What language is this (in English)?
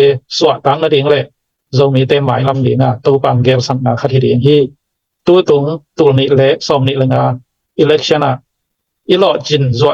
Tedim Chin